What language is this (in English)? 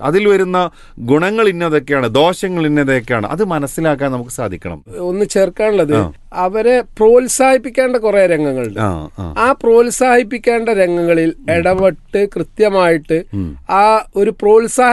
Malayalam